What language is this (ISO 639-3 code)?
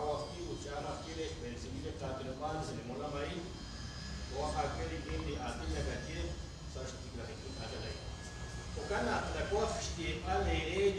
kek